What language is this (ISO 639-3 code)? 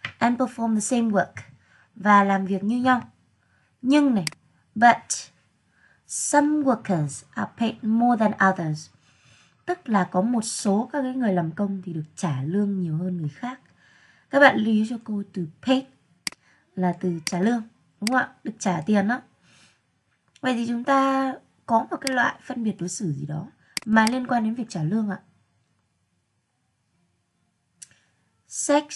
vie